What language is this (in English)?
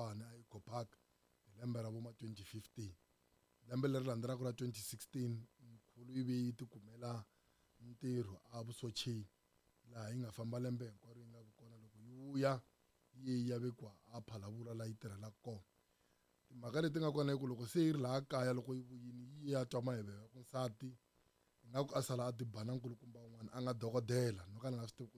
Tsonga